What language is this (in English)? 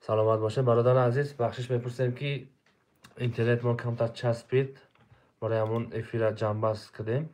Tajik